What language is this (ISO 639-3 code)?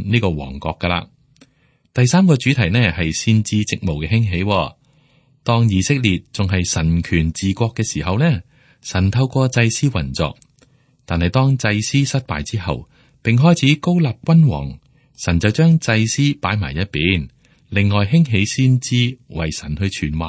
yue